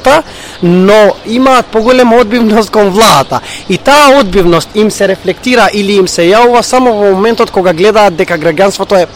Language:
Macedonian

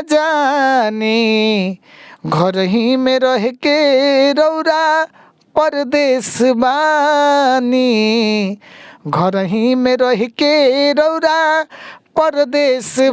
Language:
Bhojpuri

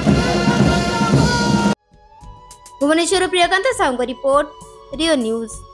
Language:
Odia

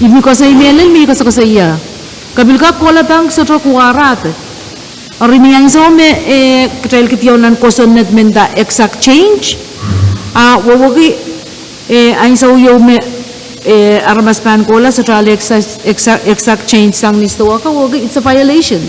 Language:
Pohnpeian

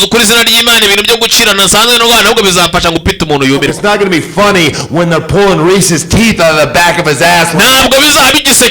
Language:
Kinyarwanda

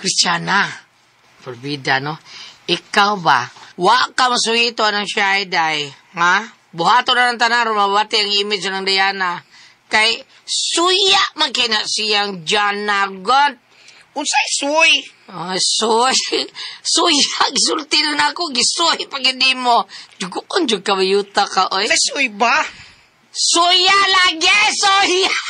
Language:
Cebuano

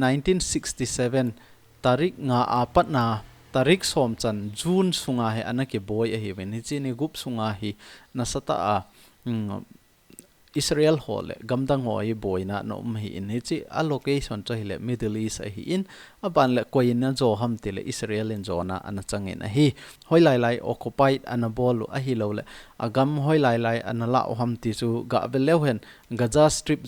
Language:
Thado Chin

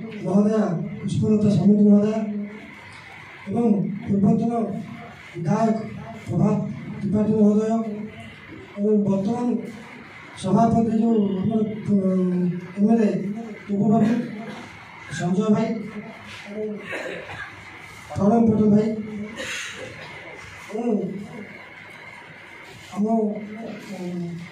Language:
Odia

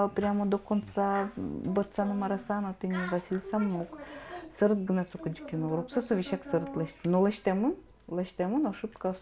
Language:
Udmurt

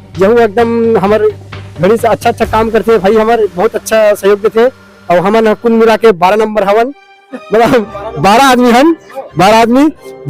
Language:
Chhattisgarhi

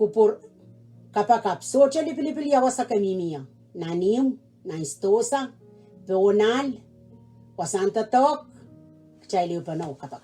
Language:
Pohnpeian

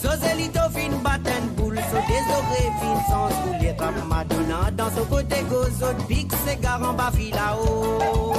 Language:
Morisyen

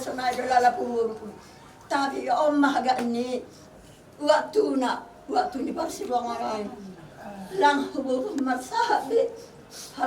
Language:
Batak Simalungun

